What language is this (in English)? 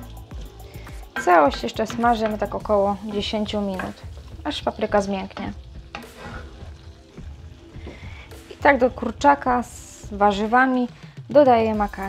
Polish